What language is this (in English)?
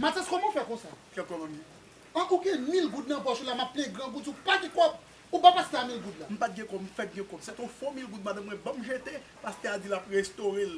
Haitian Creole